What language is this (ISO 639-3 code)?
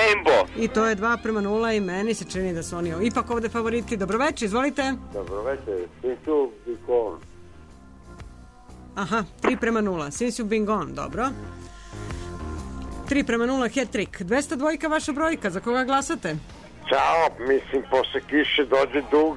srp